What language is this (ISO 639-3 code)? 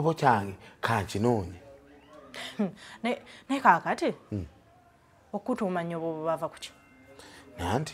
lug